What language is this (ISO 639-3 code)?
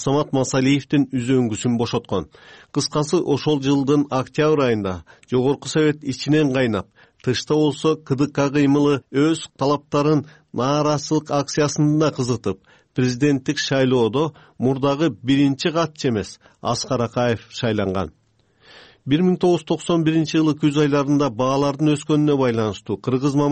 kir